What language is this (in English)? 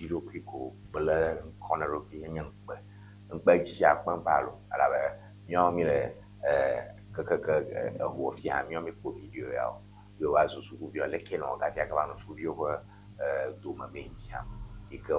Ewe